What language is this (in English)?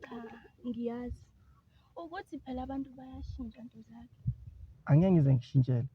Zulu